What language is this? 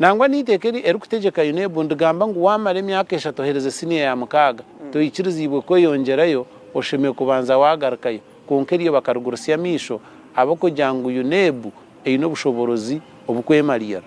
Nyankole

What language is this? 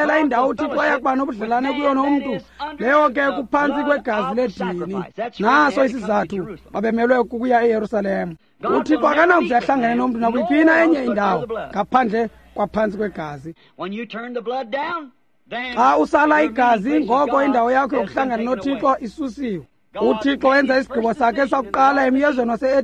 Xhosa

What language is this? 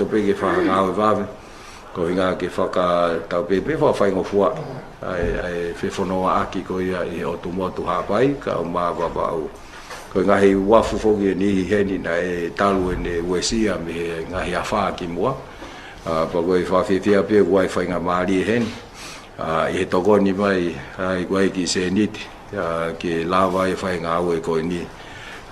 Tongan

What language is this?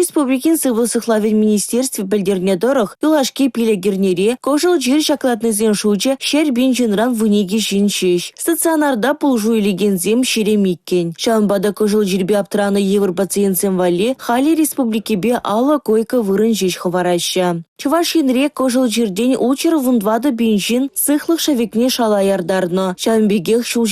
Chuvash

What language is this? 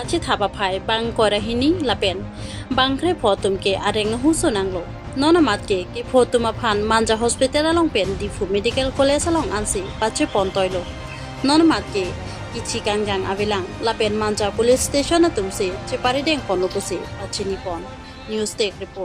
Karbi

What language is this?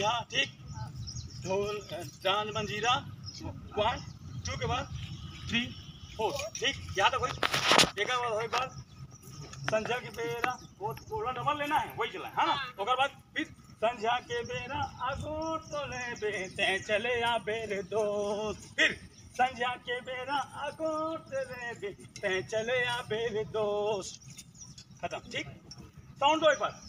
Chhattisgarhi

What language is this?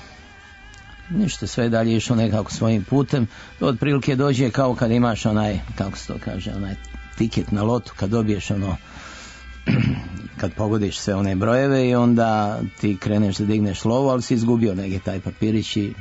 Serbian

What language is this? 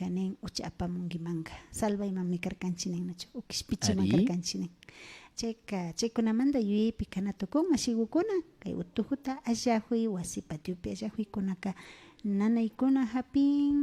Imbabura Highland Quichua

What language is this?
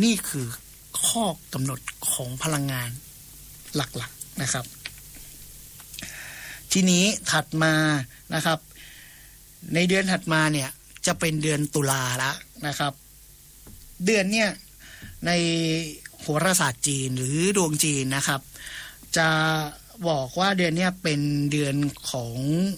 Thai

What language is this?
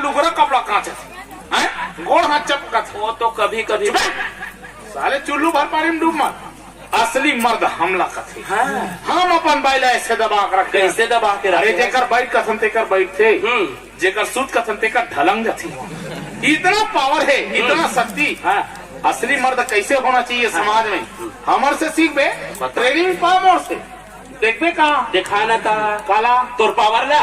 Chhattisgarhi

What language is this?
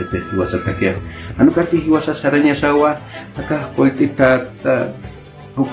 Aymara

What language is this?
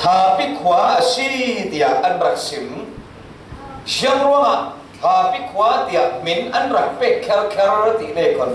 Falam Chin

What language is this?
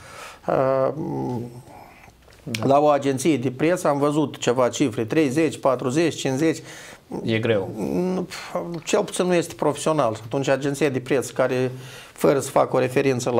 Romanian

